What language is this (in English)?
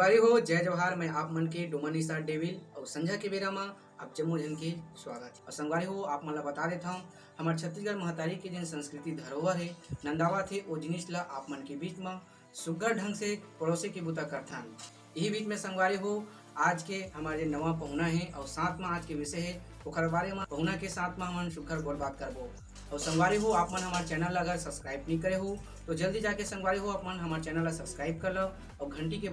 Chhattisgarhi